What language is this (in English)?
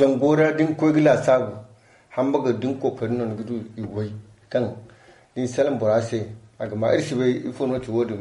Zarma